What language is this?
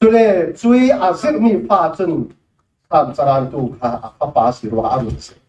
Falam Chin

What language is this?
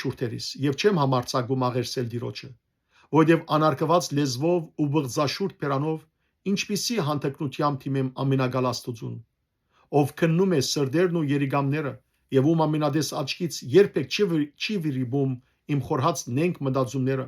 Western Armenian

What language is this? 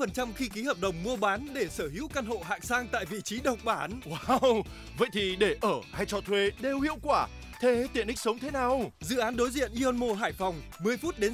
Vietnamese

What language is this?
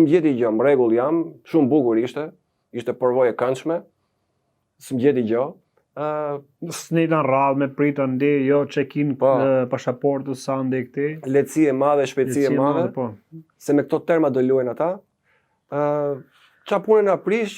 Albanian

